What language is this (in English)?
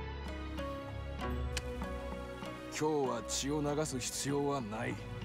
Japanese